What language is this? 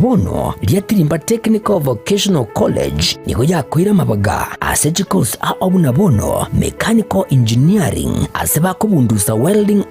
Gusii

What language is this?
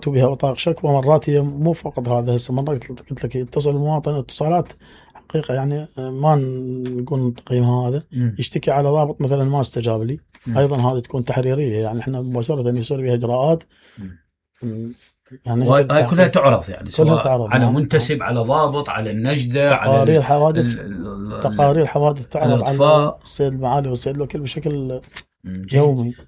Mesopotamian Arabic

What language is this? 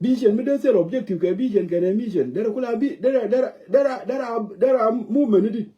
Nuer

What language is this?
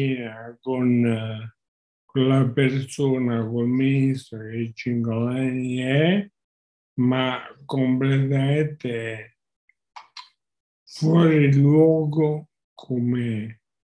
Italian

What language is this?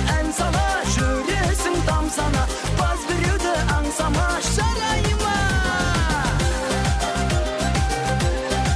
Kazakh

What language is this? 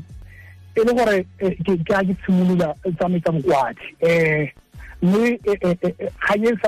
Tswana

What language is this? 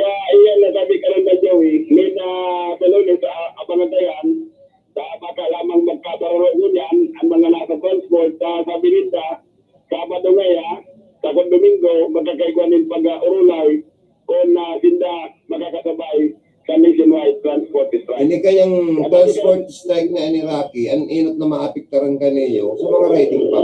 Bikol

